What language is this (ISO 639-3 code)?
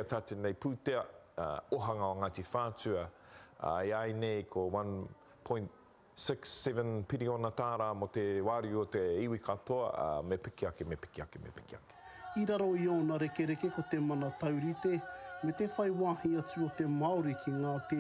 mri